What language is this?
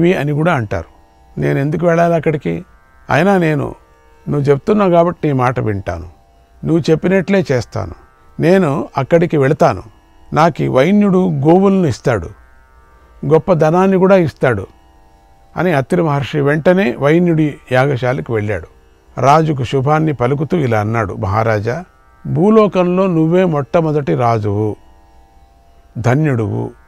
Telugu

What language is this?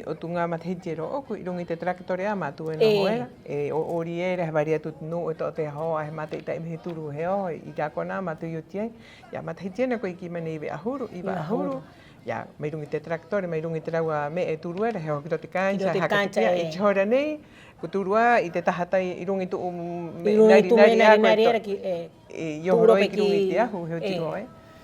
Rapanui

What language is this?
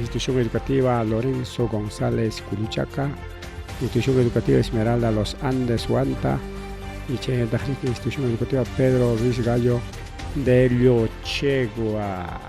Ayacucho Quechua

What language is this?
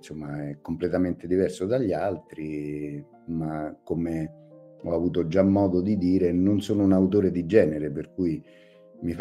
Italian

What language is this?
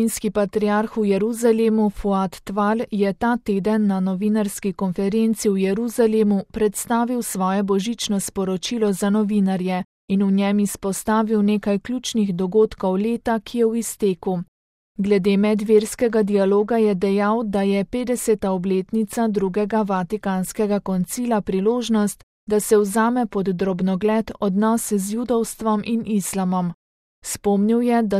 Slovenian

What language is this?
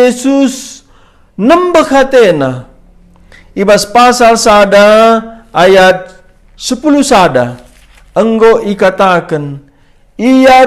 Batak Karo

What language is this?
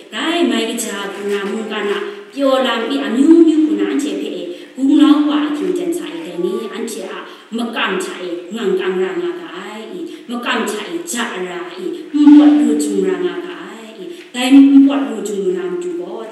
Kachin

